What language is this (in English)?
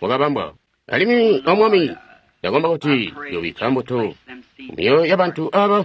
Tonga (Zambia)